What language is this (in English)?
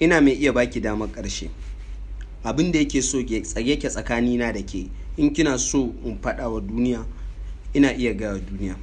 Hausa